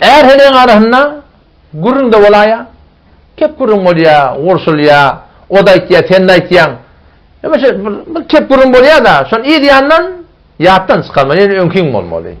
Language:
Turkmen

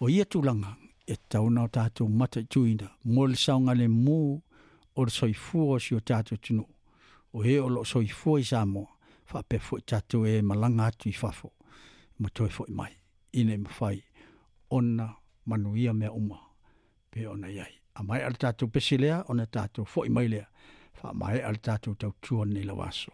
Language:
Samoan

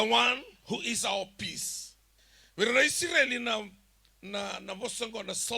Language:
Fijian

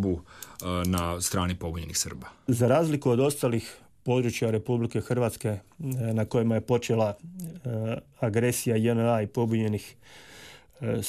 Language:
Croatian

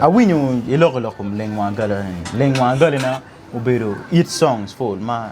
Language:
Acoli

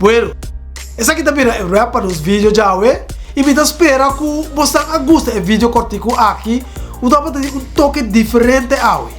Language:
Papiamento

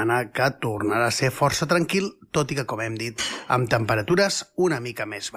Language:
Catalan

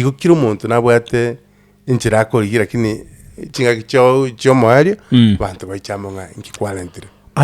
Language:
Gusii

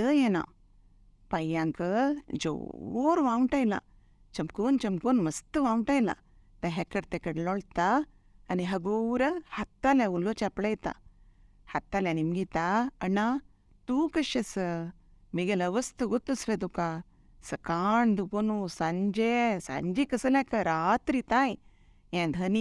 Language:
Konkani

